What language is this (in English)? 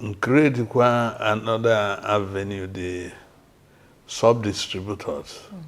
Igbo